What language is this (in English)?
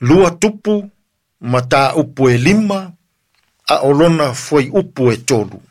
Samoan